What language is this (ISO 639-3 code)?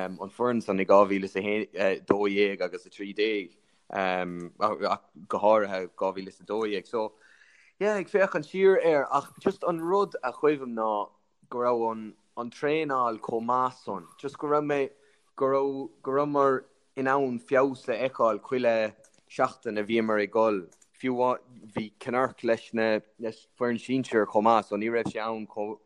gle